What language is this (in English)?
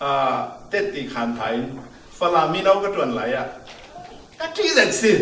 Falam Chin